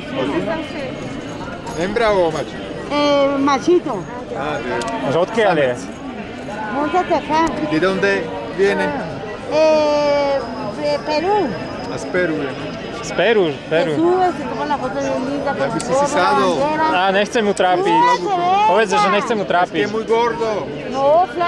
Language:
Slovak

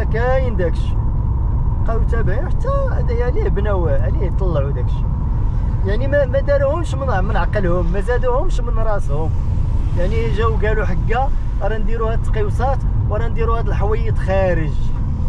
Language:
Moroccan Arabic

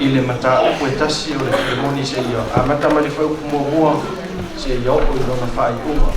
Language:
Samoan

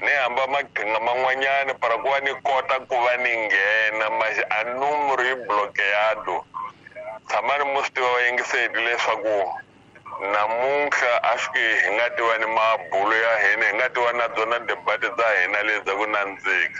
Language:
Tsonga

